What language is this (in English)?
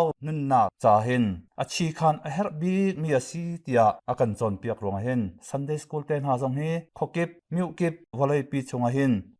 Hakha Chin